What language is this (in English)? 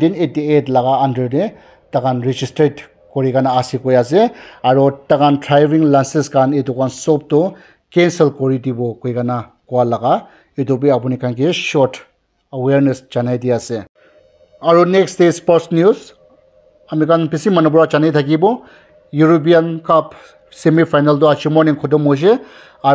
Naga Pidgin